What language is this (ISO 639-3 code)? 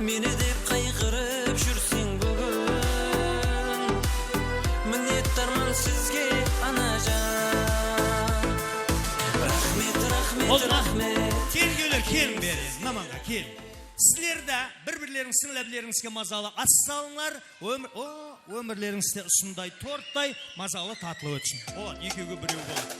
kaa